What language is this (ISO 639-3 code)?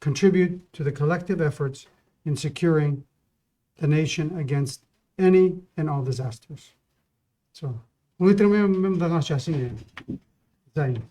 pau